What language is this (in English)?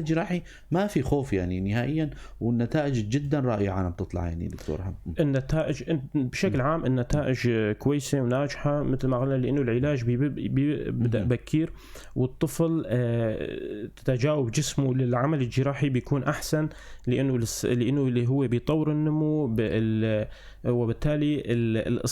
North Levantine Arabic